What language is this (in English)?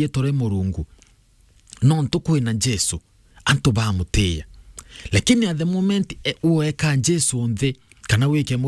Meru